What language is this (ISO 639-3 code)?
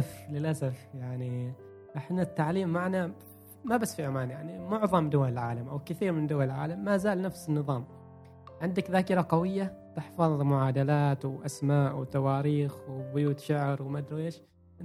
afb